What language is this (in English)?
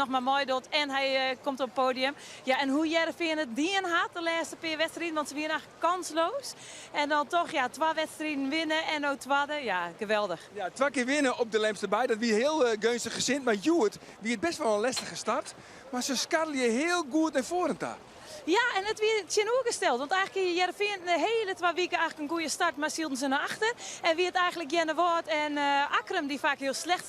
Western Frisian